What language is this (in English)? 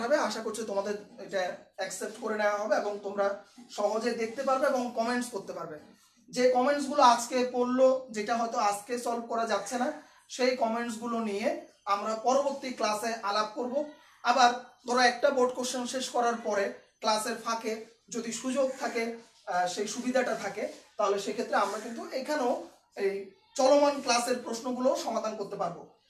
Bangla